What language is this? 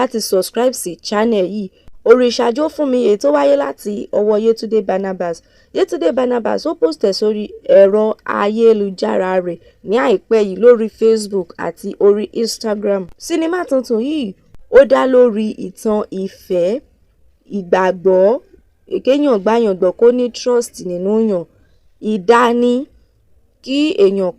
Yoruba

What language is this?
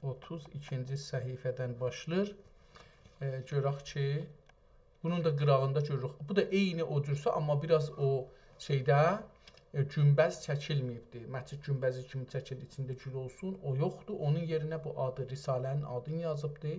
South Azerbaijani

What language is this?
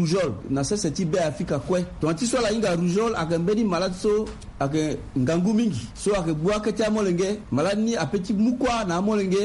Sango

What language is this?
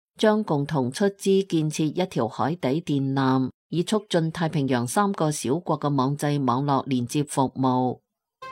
Cantonese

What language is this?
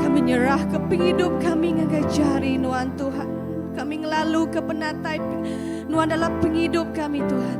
Iban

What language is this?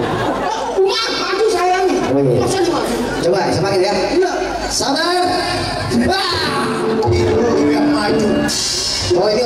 Betawi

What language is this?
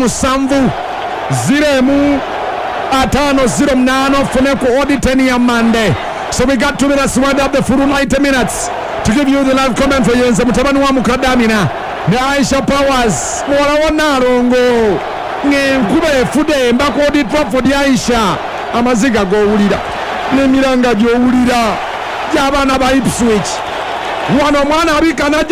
Ganda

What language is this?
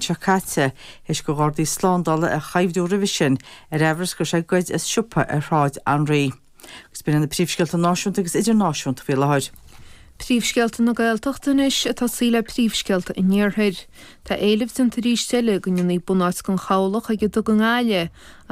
Irish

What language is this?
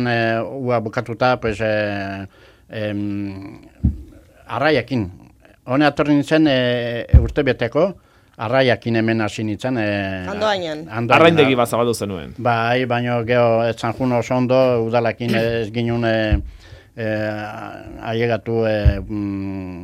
Basque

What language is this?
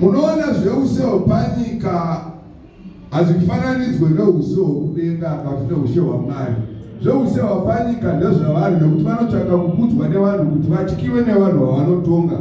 Shona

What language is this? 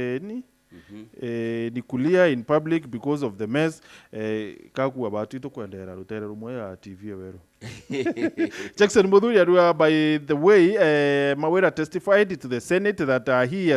Meru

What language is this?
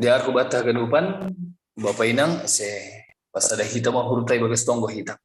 Batak Simalungun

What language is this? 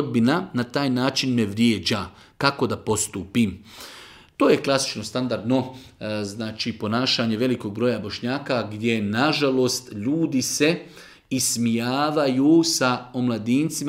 Bosnian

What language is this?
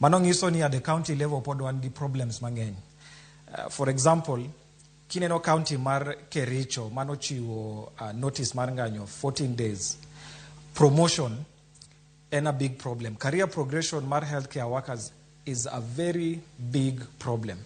Luo (Kenya and Tanzania)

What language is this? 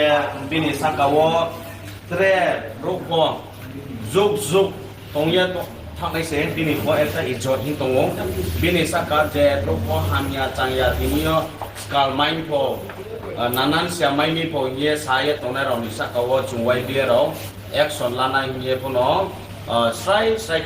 Riang (India)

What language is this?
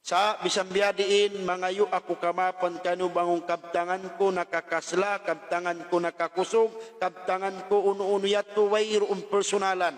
Tausug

